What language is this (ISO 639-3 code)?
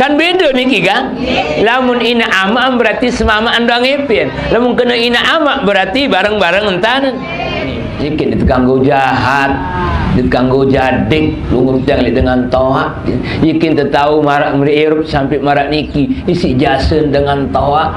sas